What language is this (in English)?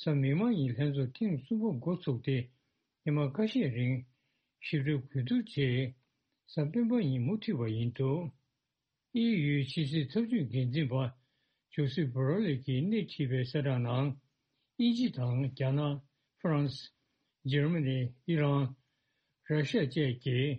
Tibetan